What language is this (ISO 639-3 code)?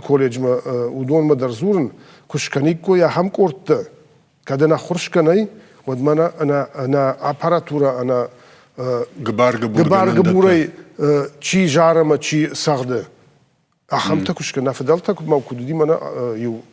oss